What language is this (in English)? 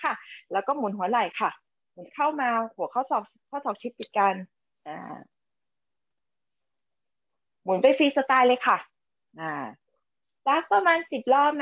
Thai